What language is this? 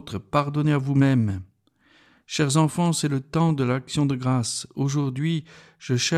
French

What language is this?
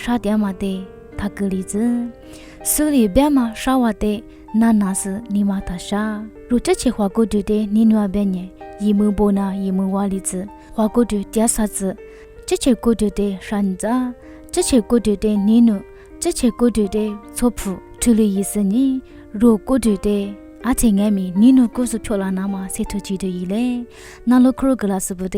Lisu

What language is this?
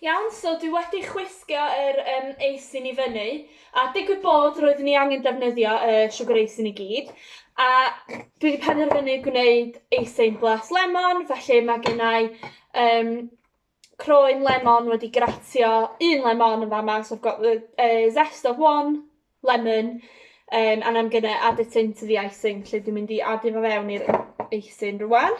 Welsh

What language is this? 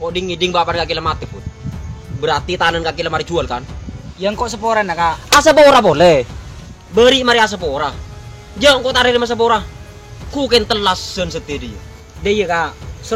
Madurese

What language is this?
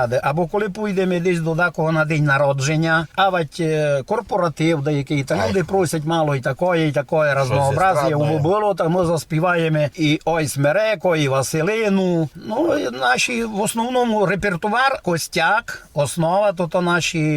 Rusyn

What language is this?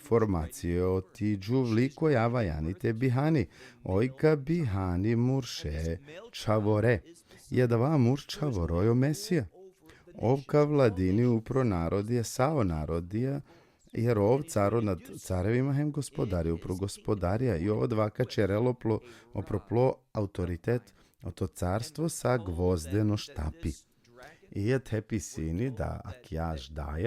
Balkan Romani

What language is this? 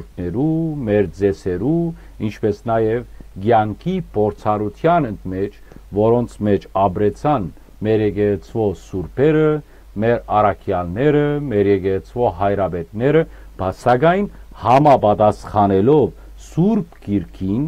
Western Armenian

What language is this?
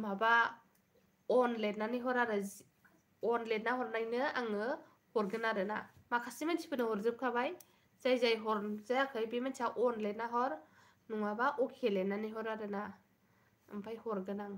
Bodo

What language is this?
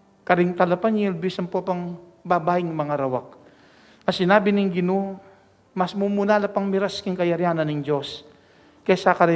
Pampanga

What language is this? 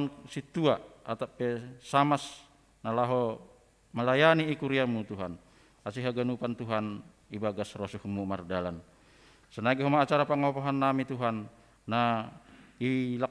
Batak Simalungun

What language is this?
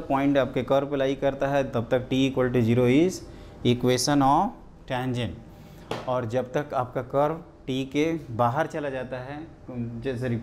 Hindi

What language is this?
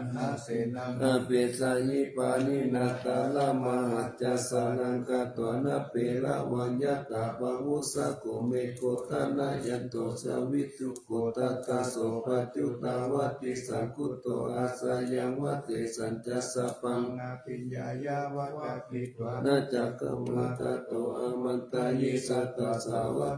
Pali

